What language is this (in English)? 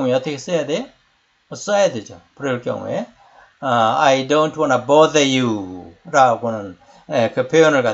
Korean